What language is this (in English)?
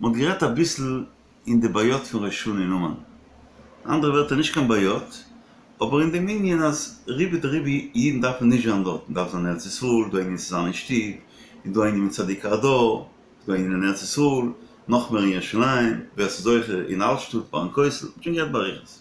Yiddish